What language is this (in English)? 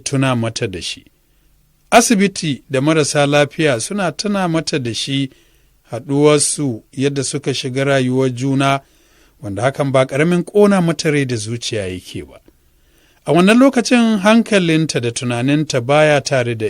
Hausa